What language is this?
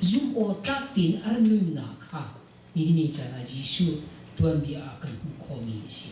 Hakha Chin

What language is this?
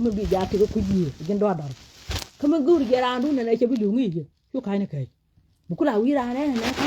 Nuer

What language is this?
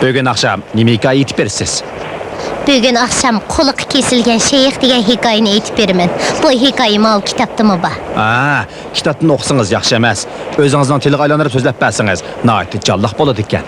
Uyghur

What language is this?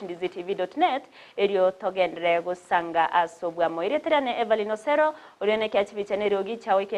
Gusii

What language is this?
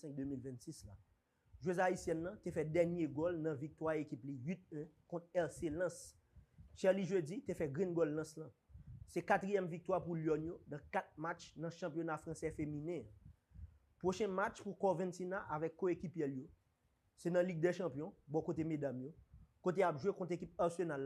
Haitian Creole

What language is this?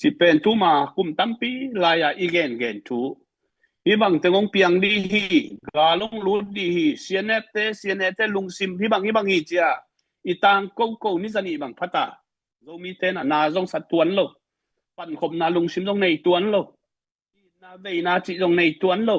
Tedim Chin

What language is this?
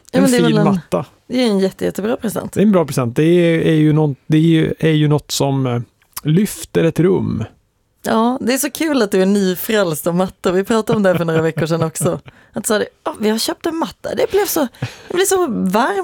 Swedish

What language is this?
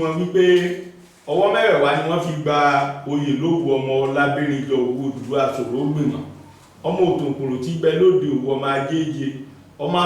Yoruba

